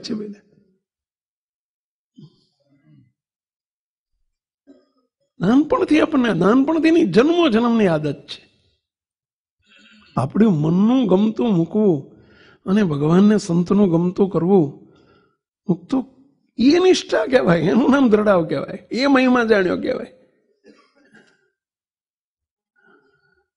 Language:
Gujarati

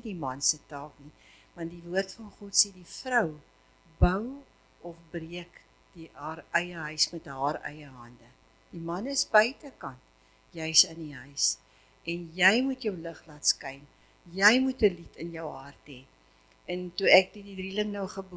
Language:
Afrikaans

